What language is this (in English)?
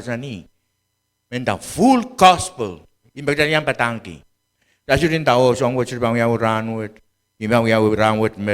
Pohnpeian